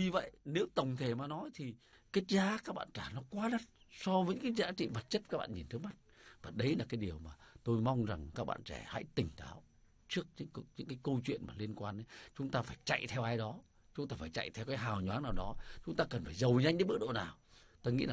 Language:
Vietnamese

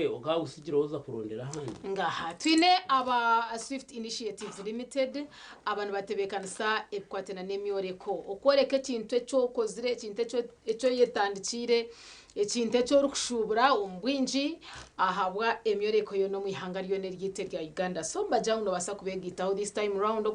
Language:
Nyankole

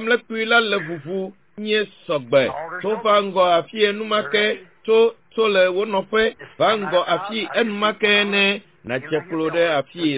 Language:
Ewe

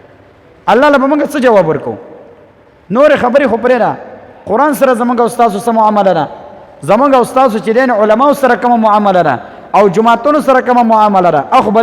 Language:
Pashto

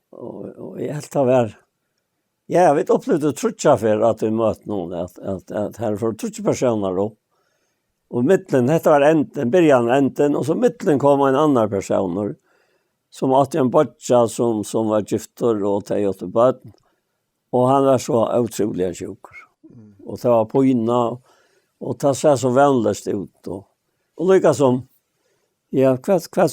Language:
Faroese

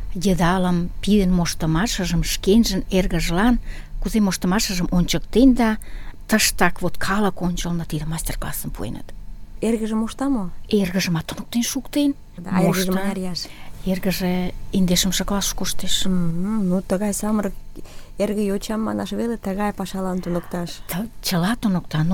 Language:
Mari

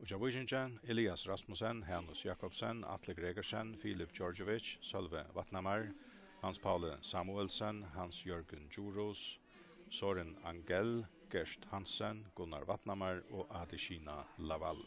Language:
Faroese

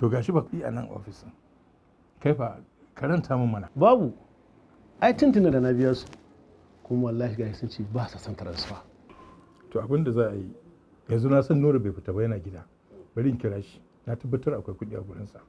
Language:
Hausa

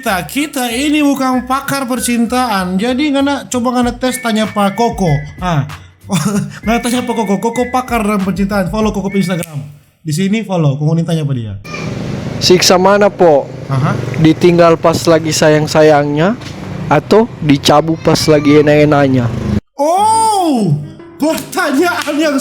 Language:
Manado Malay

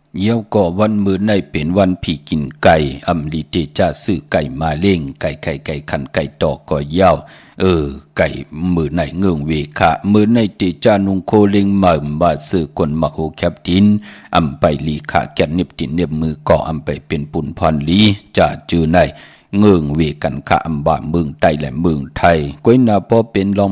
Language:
Shan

